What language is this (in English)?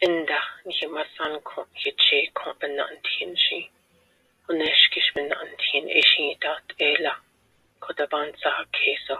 Navajo